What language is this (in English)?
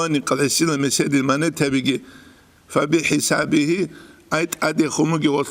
Avaric